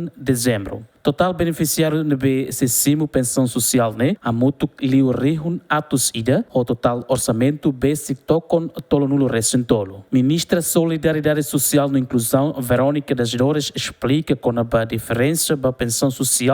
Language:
Tetum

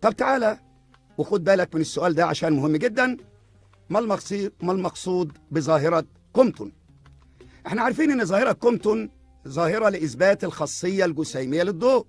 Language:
Egyptian Arabic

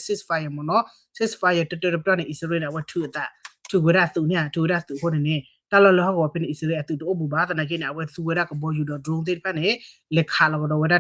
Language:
S'gaw Karen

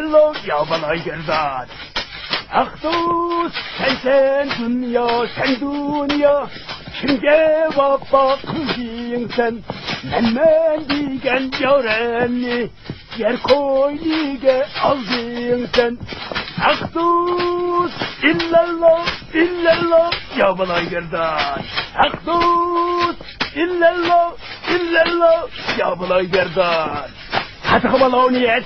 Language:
Uyghur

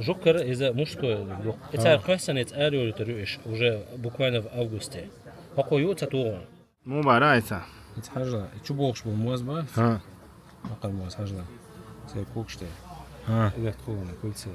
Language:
Chechen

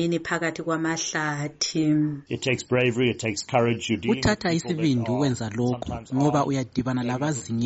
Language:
North Ndebele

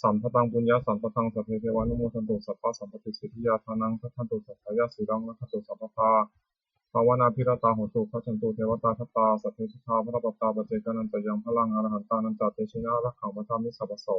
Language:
Pali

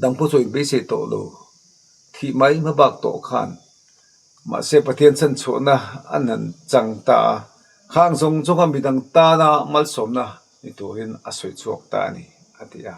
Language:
Mizo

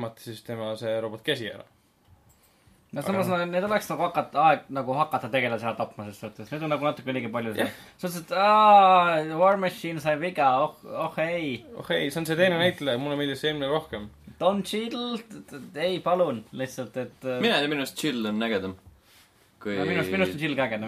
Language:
Estonian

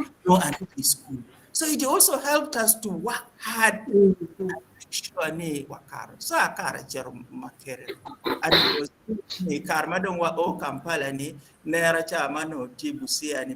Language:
Acoli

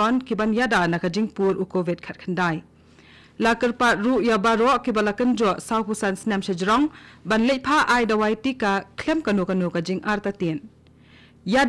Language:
Khasi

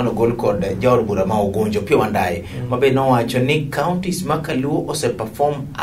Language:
Luo (Kenya and Tanzania)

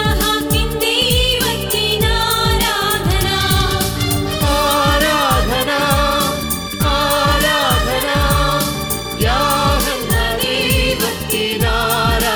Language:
Malayalam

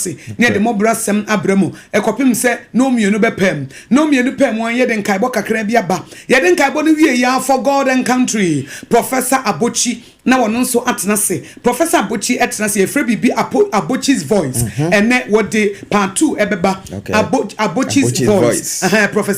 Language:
Akan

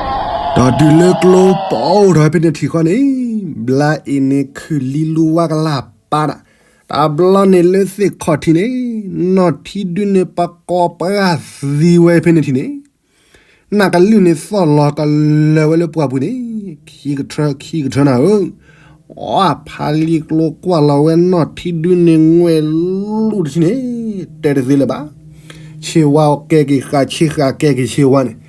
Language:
S'gaw Karen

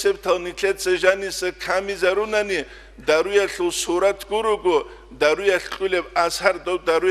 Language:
Avaric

